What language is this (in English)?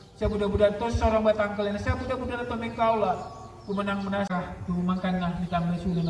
Toraja-Sa'dan